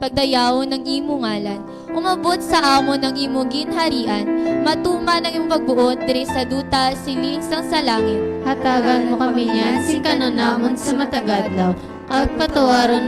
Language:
Hiligaynon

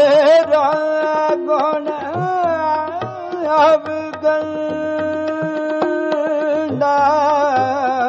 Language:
Punjabi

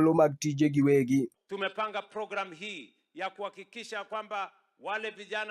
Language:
Luo (Kenya and Tanzania)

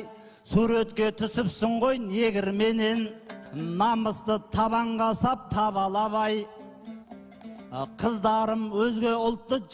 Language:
Kazakh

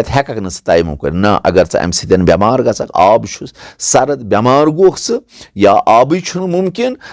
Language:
Kashmiri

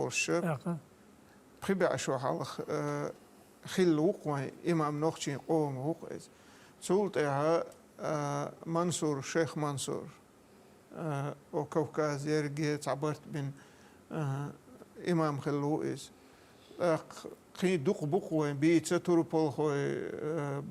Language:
Chechen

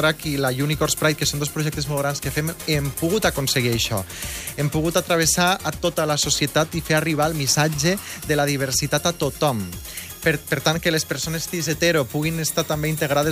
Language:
Catalan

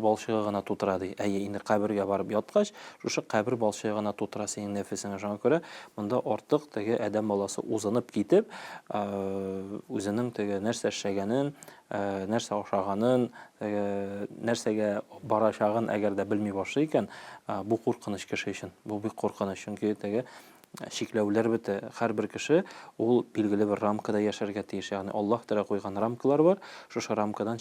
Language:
Tatar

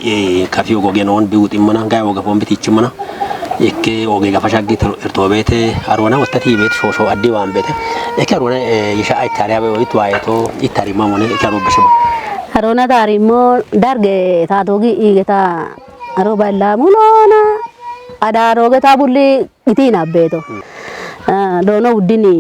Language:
Kafa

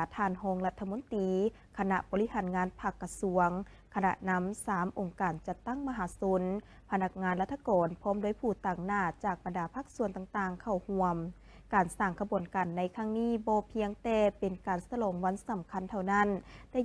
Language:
Lao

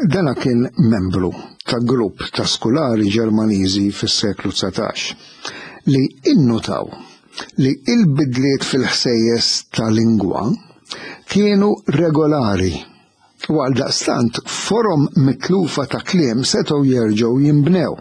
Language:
Maltese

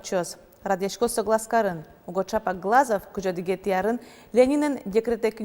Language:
Udmurt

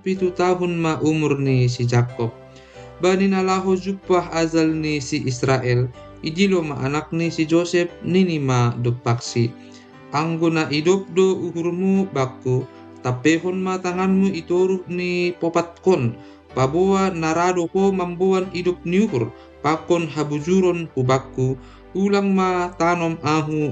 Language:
Batak Simalungun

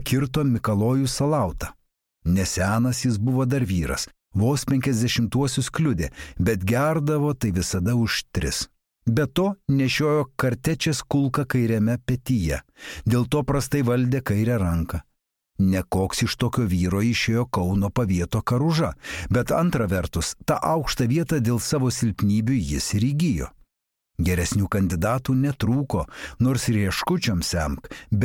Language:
Lithuanian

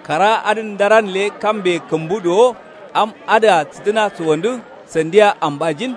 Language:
Kanuri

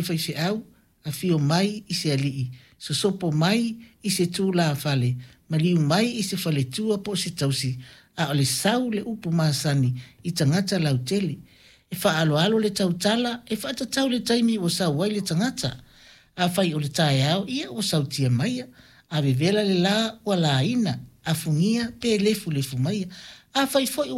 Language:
Samoan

